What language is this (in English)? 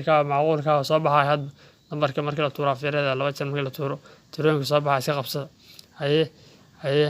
Somali